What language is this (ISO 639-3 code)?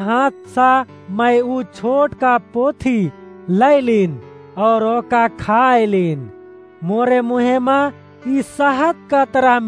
awa